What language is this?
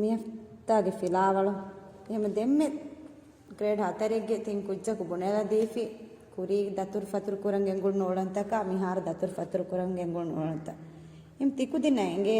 Divehi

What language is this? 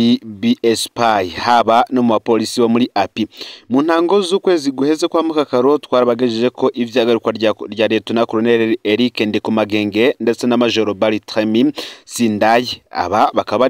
Rundi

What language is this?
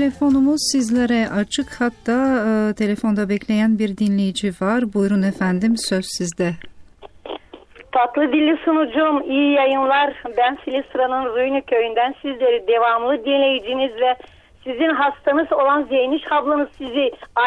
Turkish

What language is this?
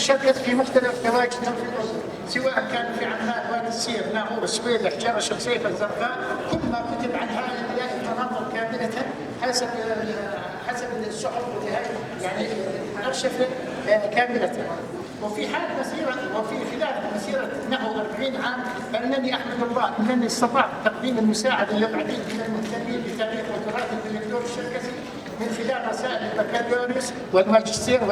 North Levantine Arabic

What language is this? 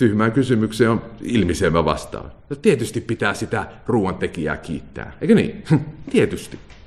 Finnish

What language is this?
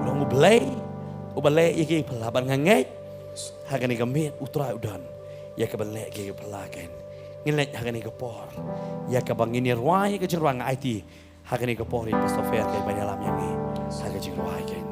Khasi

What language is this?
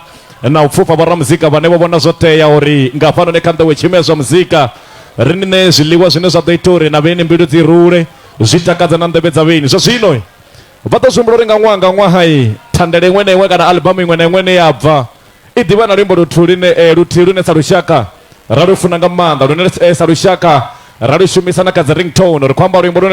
Venda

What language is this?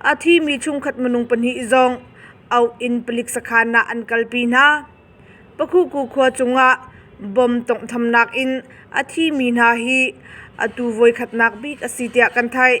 Hakha Chin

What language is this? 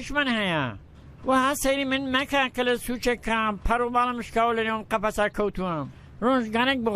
Central Kurdish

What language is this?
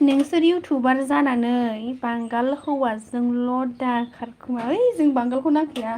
Bodo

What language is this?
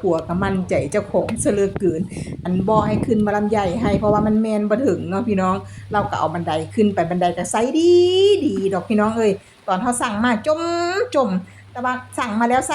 Northeastern Thai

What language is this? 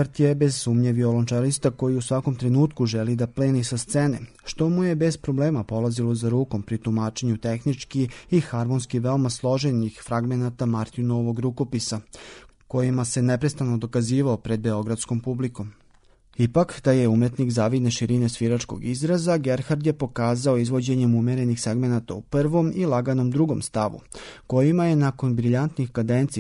Serbian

